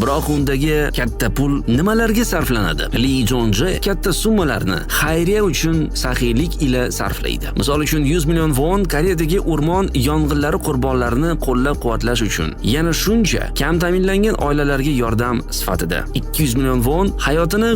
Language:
Uzbek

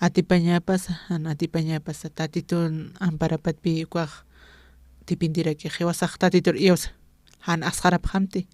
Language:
Aymara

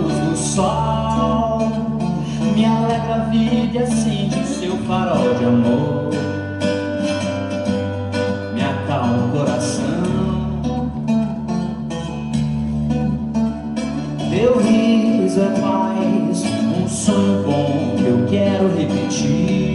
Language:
Portuguese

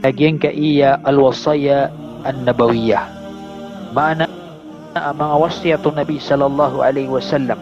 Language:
Maranao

